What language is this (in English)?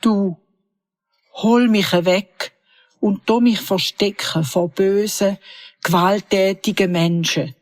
Swiss German